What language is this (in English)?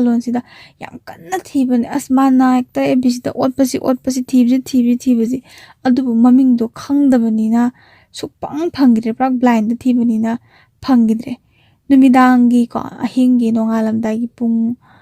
Manipuri